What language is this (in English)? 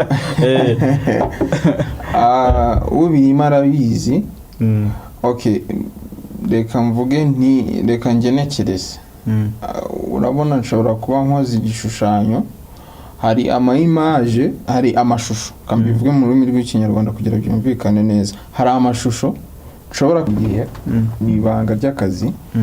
Kinyarwanda